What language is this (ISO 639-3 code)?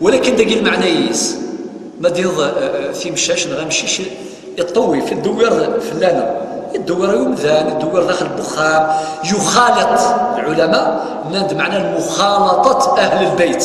kab